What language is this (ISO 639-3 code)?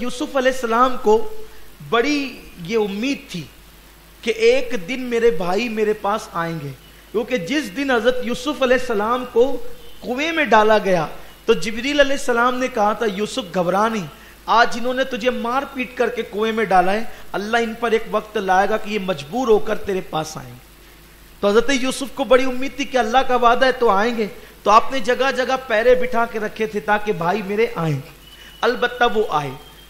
urd